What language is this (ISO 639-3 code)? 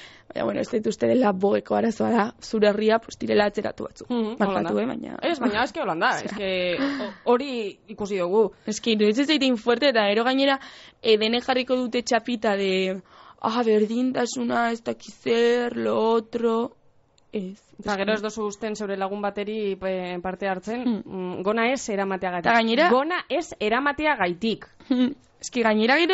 eus